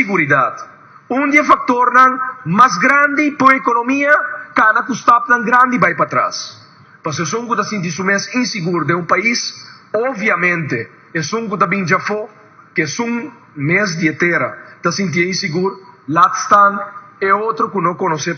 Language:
Papiamento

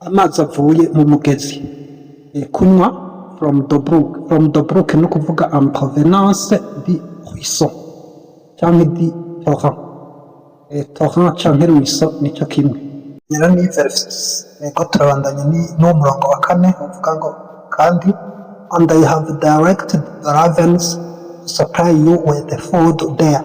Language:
Rundi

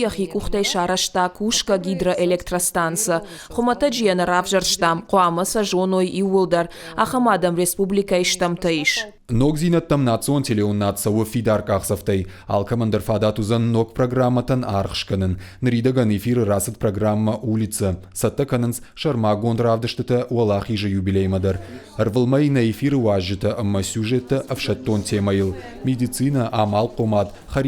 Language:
Ossetic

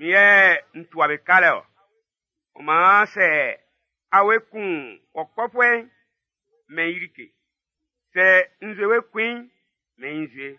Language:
Baoulé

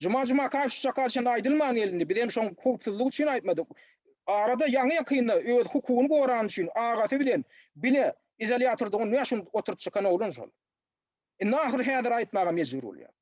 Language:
Turkmen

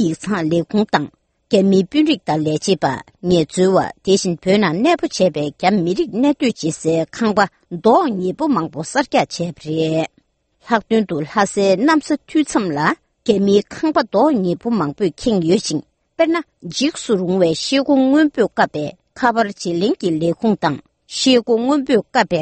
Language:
Tibetan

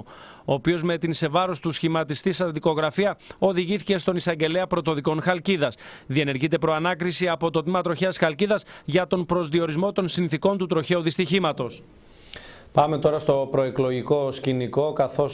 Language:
Greek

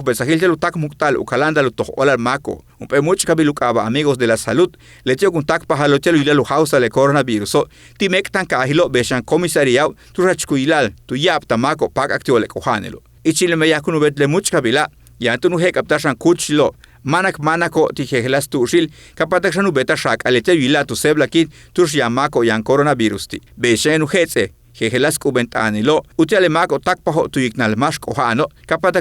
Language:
Yucateco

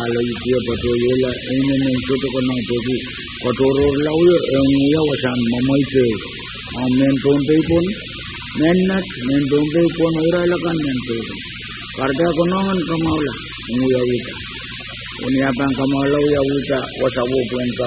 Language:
Pohnpeian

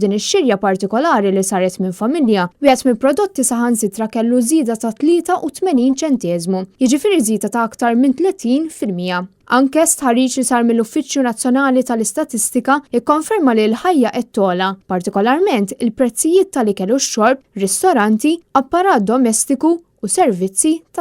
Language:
Maltese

